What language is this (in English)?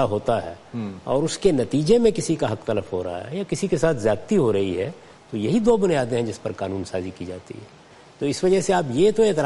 Urdu